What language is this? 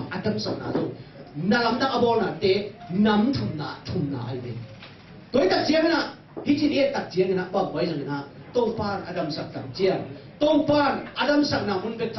Tedim Chin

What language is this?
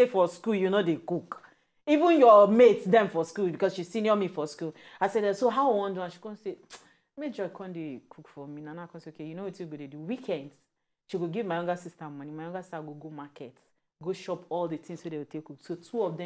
Nigerian Pidgin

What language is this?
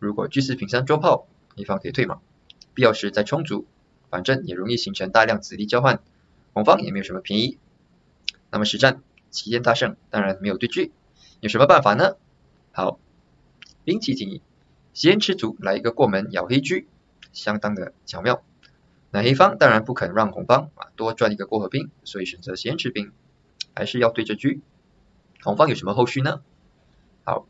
Chinese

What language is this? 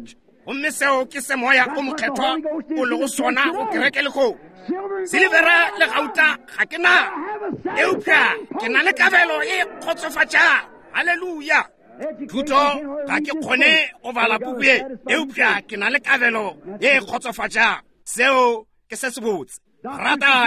Northern Sotho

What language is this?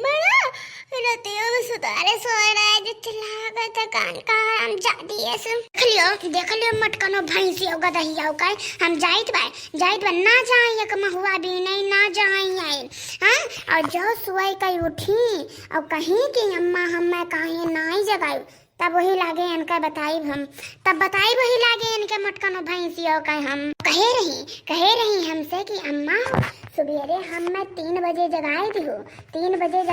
Awadhi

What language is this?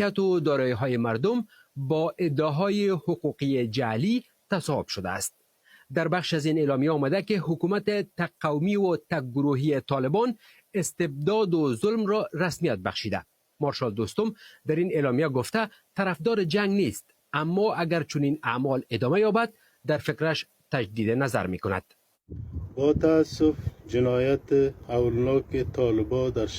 Persian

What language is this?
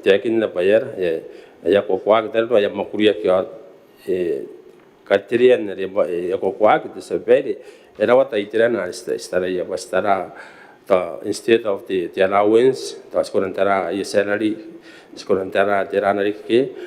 Gilbertese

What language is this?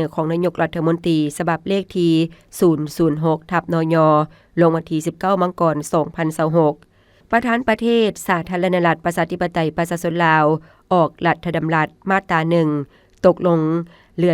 Lao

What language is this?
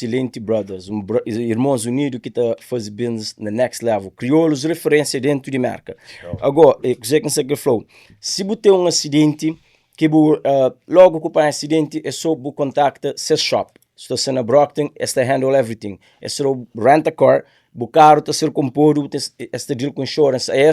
Kabuverdianu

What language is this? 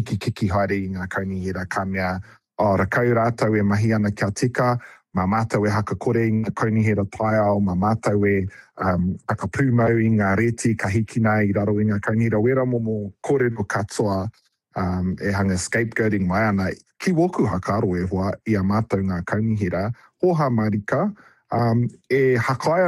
Māori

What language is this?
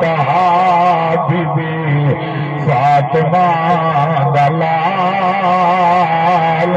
Saraiki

